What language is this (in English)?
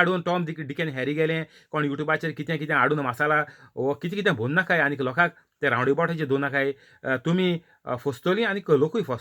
Konkani